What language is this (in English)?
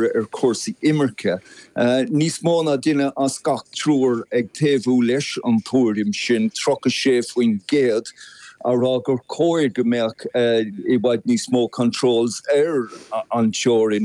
Irish